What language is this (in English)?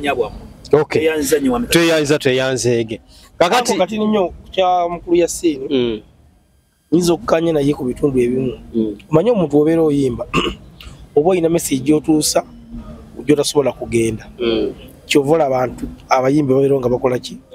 Ganda